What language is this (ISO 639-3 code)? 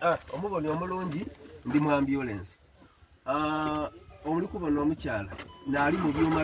xog